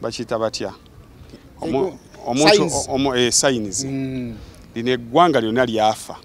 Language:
Ganda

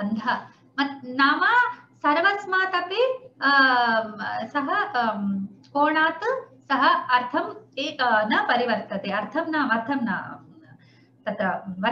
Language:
Sanskrit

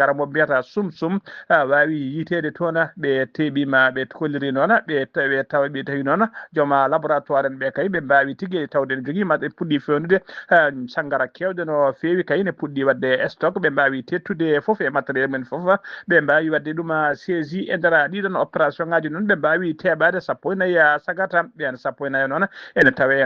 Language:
Fula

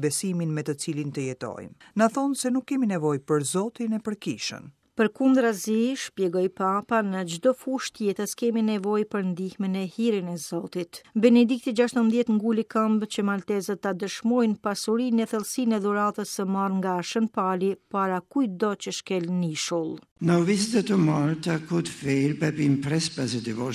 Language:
Albanian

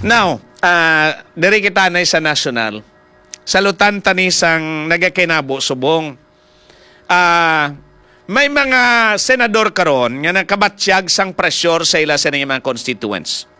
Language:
Hiligaynon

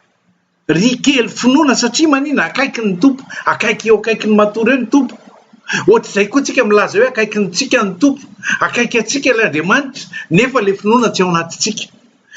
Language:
Malagasy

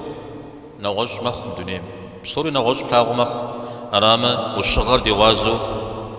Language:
Kabardian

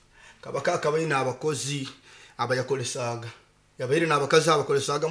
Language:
Nyoro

